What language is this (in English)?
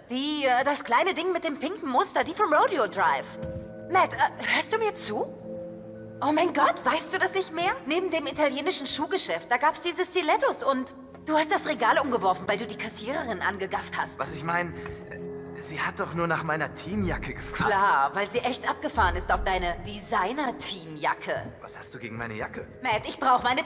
Swiss German